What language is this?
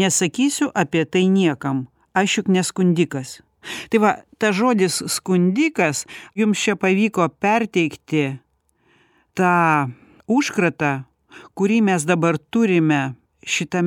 Lithuanian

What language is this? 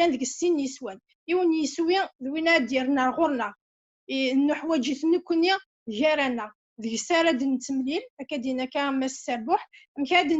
Kabyle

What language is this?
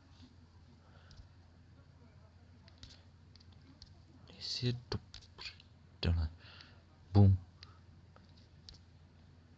Czech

